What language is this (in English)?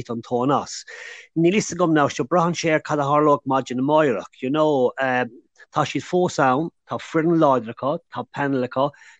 Irish